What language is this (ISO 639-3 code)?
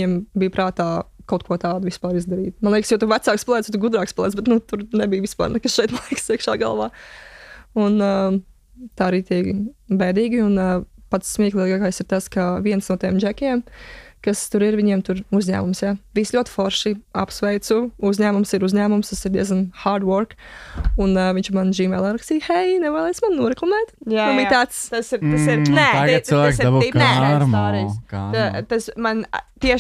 lav